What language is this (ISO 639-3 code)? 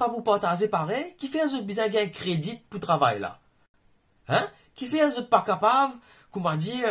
mfe